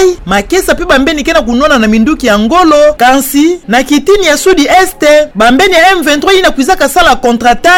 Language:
Kituba (Democratic Republic of Congo)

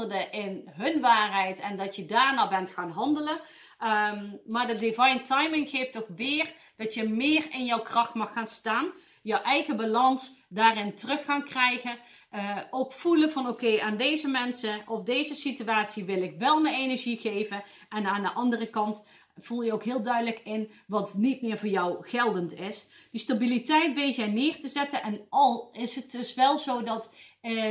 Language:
Dutch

